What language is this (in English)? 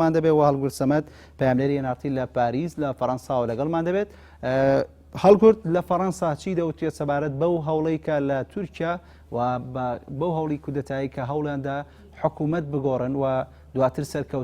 Central Kurdish